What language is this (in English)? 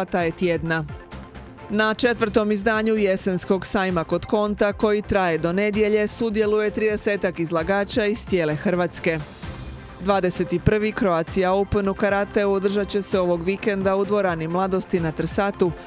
Croatian